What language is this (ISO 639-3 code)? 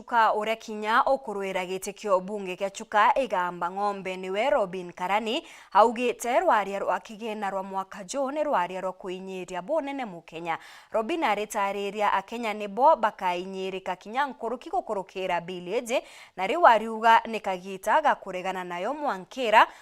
mer